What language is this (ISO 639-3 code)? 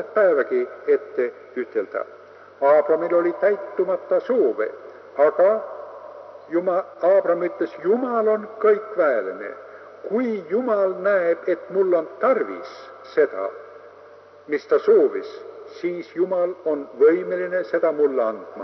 est